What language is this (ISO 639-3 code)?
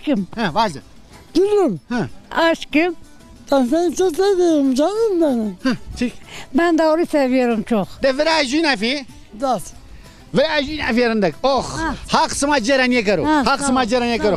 zza